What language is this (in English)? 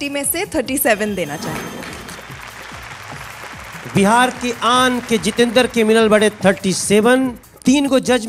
Bhojpuri